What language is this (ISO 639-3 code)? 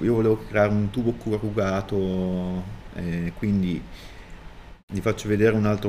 ita